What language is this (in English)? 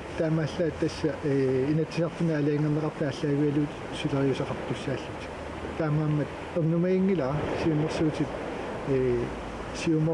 Kalaallisut